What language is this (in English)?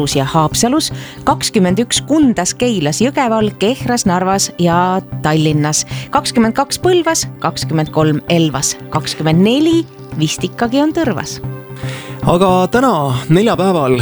Estonian